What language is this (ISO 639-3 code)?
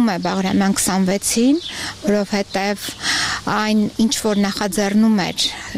hye